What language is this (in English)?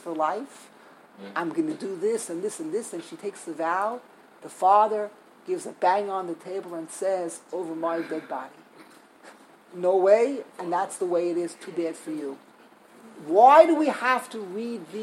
English